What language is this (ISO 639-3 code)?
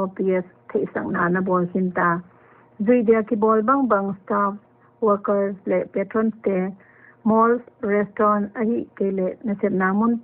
pck